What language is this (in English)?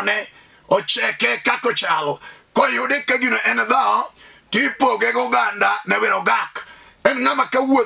Luo (Kenya and Tanzania)